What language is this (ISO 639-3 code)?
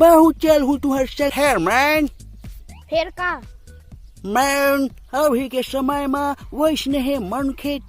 hne